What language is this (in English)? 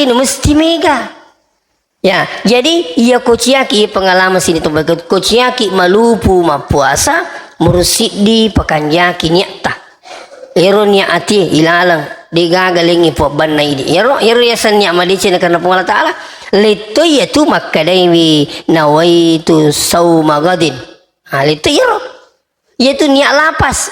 Buginese